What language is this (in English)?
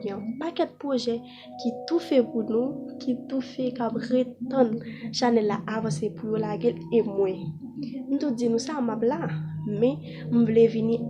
Haitian Creole